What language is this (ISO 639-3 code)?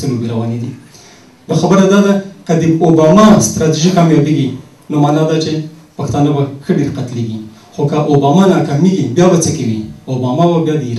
pus